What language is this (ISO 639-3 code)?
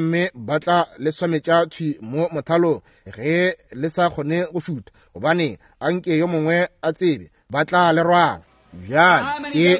nso